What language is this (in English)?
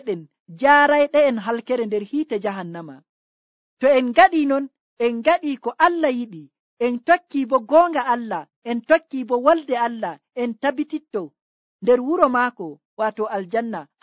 Nigerian Fulfulde